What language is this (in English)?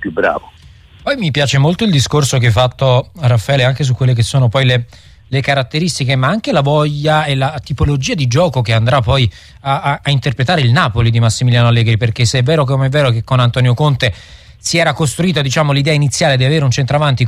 Italian